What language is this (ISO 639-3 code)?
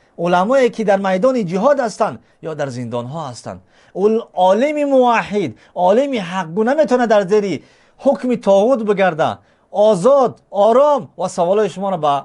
tgk